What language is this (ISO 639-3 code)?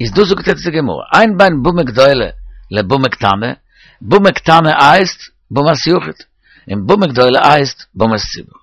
yid